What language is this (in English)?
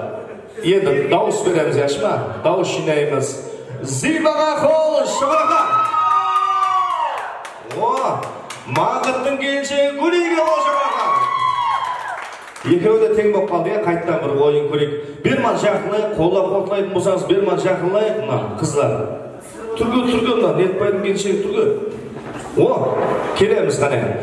Kara-Kalpak